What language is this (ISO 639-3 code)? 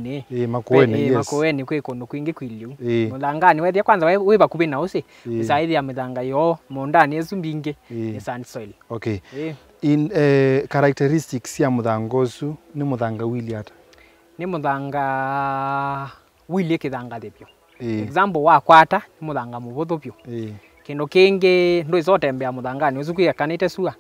kam